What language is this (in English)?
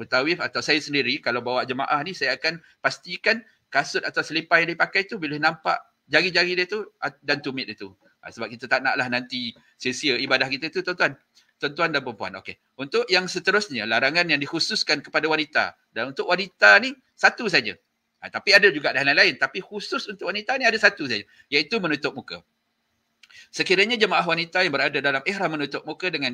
Malay